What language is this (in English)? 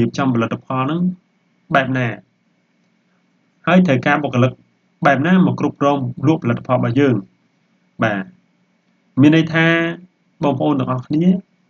Khmer